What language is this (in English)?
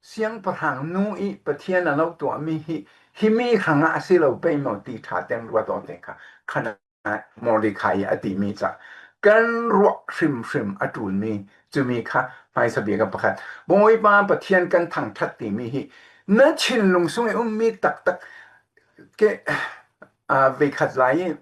Falam Chin